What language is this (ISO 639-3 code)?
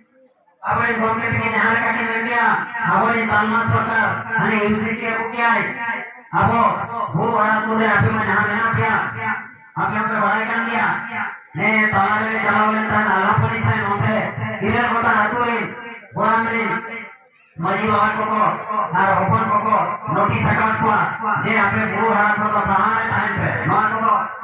sat